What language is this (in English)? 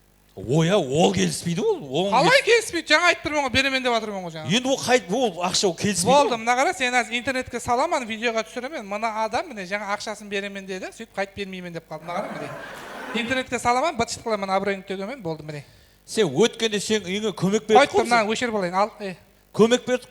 Kara-Kalpak